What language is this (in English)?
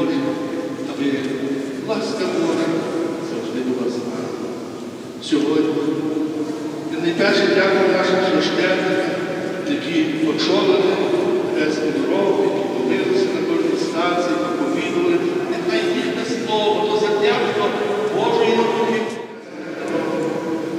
Ukrainian